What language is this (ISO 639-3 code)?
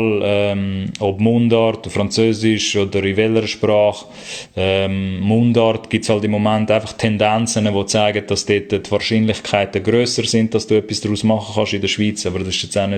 gsw